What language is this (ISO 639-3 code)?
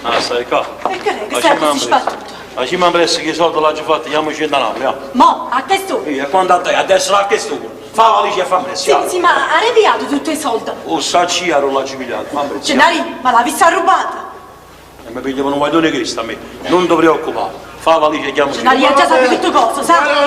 nap